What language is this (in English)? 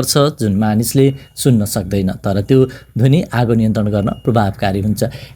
Nepali